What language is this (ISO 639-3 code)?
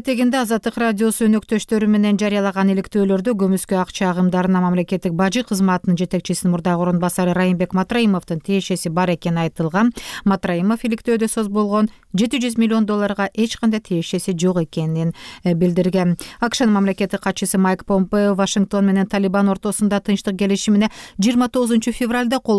kir